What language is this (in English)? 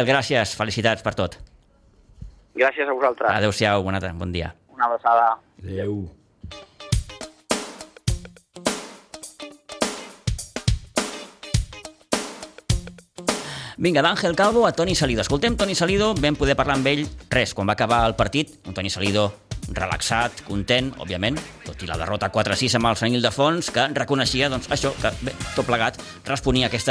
Catalan